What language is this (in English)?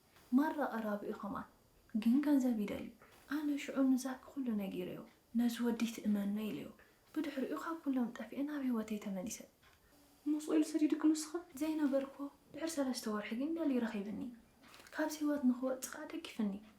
Tigrinya